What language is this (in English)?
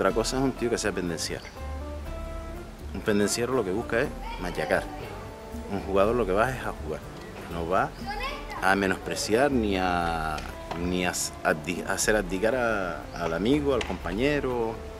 Spanish